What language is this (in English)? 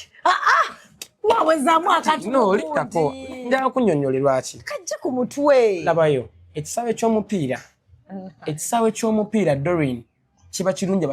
Ganda